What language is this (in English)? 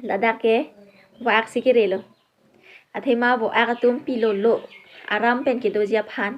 Karbi